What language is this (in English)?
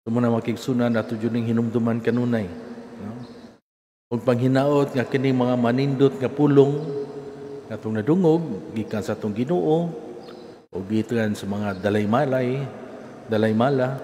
Cebuano